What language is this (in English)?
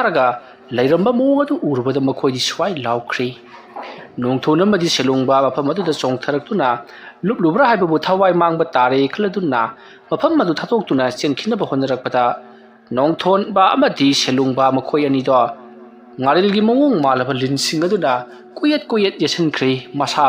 Manipuri